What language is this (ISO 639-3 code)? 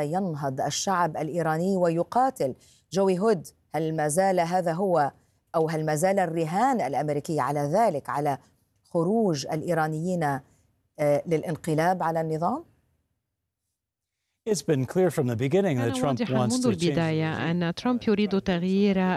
ara